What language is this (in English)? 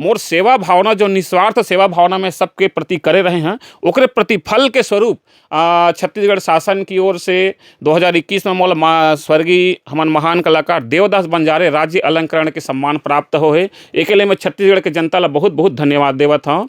Chhattisgarhi